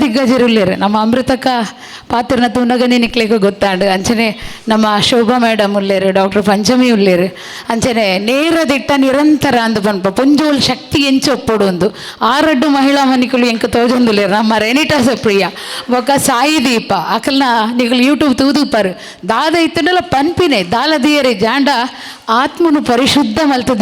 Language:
Tulu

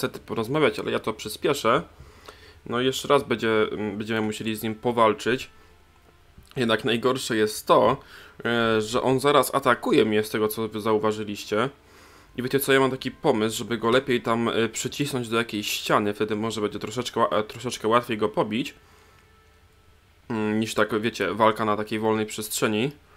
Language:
Polish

